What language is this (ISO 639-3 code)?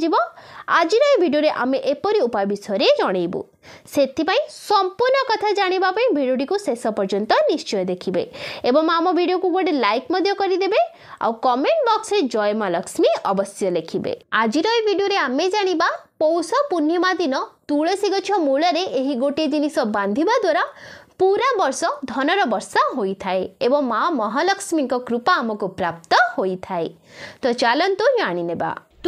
ori